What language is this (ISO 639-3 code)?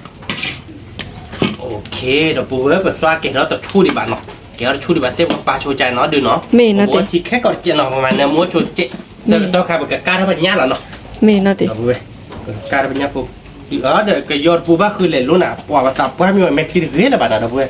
ksw